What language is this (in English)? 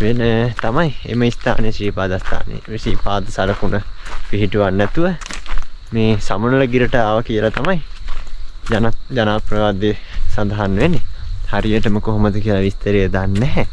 Sinhala